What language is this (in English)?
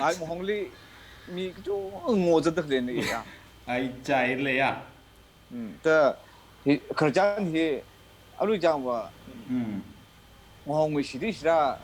Tangkhul Naga (India)